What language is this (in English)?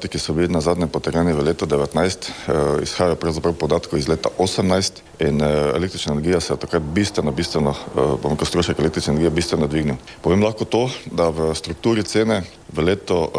Slovenian